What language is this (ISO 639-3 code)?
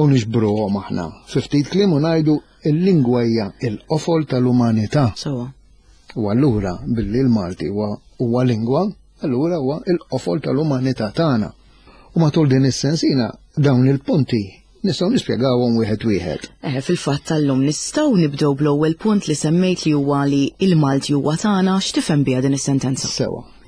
mlt